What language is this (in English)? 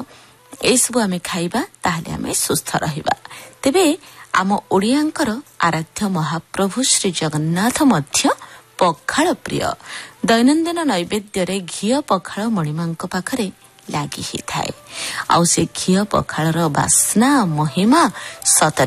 Odia